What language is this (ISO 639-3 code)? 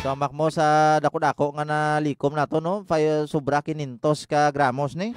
hil